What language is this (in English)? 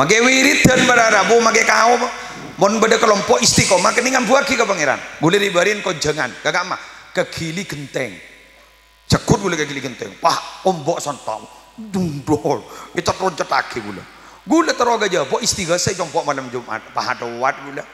Madurese